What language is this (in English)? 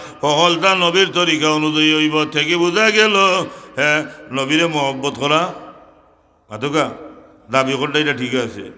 Sylheti